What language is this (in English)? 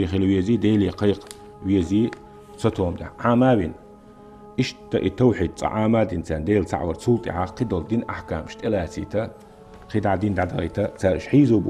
Chechen